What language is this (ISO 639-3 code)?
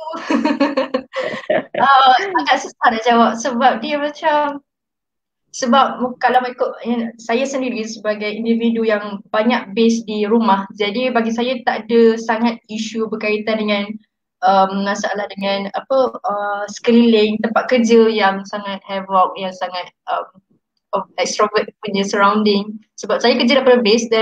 msa